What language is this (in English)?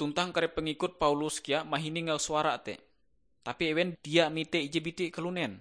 Ngaju